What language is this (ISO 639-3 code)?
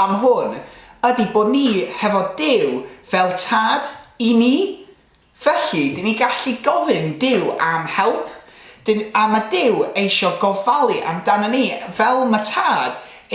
cym